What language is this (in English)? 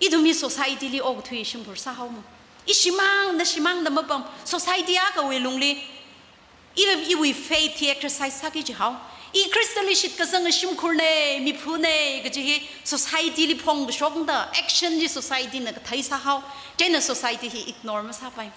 Tangkhul Naga (India)